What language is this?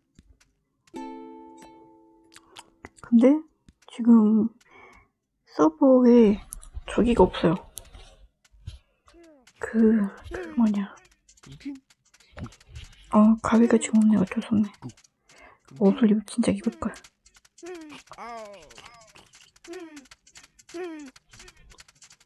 Korean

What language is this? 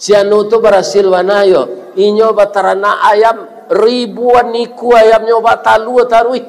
Minangkabau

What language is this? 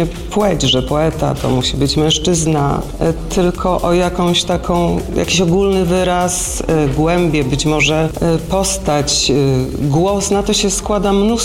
Polish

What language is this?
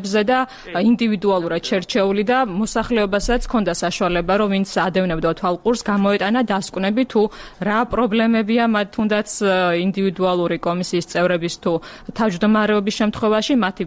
Georgian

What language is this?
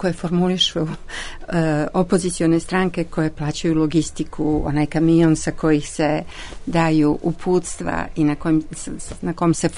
Serbian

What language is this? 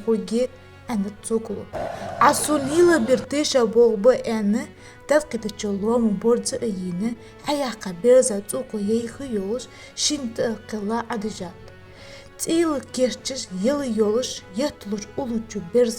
Ingush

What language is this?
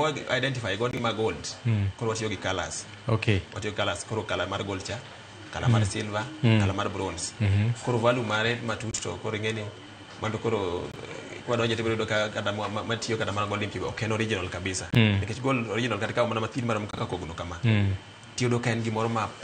Luo (Kenya and Tanzania)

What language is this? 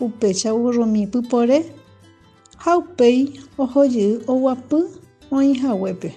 Guarani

